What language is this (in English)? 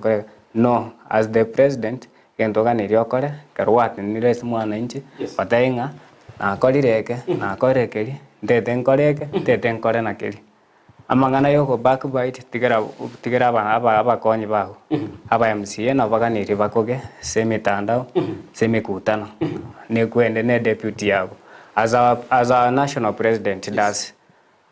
Gusii